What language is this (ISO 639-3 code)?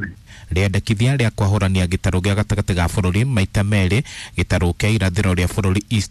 kik